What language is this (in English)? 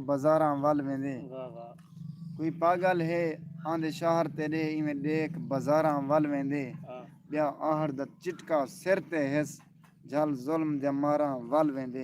Saraiki